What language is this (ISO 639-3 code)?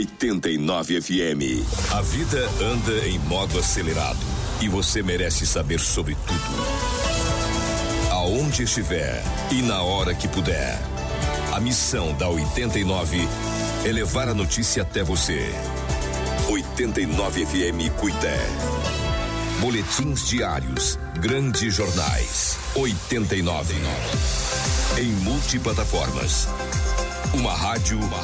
por